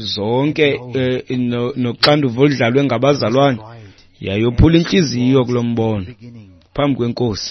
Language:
Xhosa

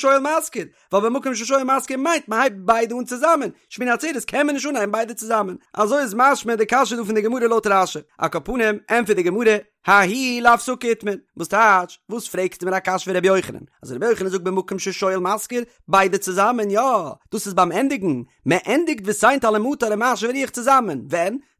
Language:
Yiddish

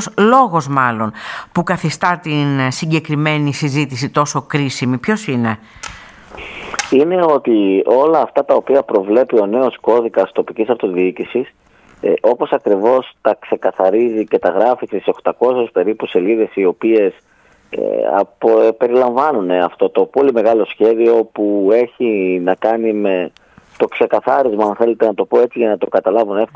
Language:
Greek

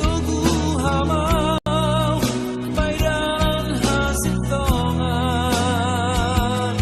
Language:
Batak Simalungun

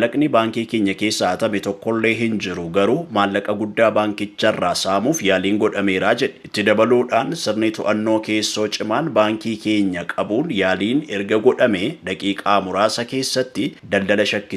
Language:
Oromo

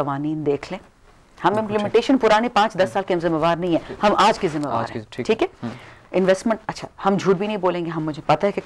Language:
Urdu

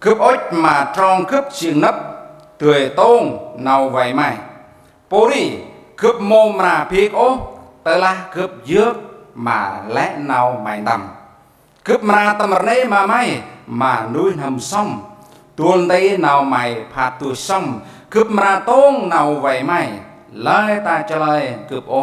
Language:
Central Mnong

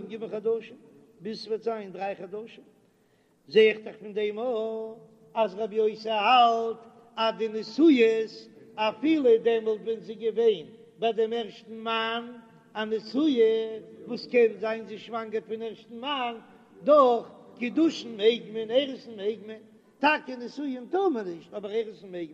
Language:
Yiddish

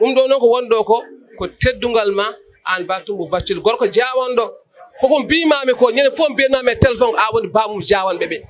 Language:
Fula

